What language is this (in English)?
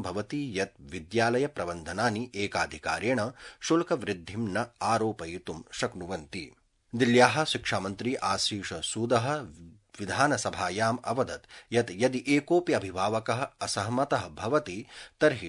Sanskrit